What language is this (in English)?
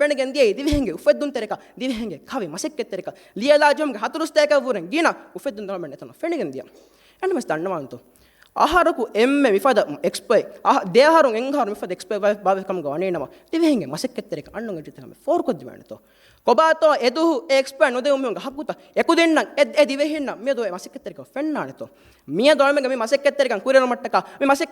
Divehi